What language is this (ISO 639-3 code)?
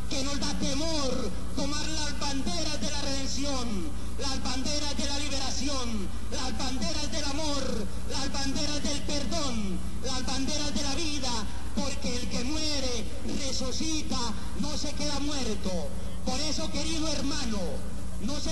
spa